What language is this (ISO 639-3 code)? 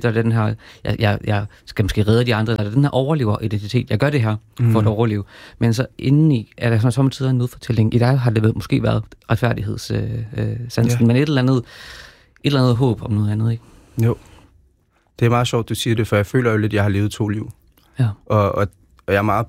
dan